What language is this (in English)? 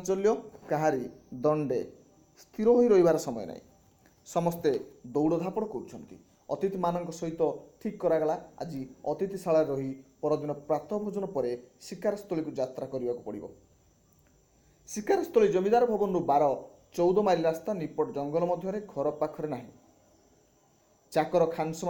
Odia